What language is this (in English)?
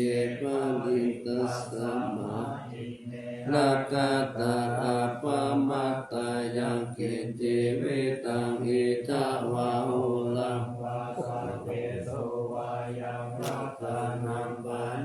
Pali